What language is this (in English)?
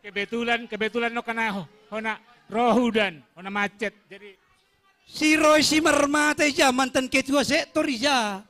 Batak Simalungun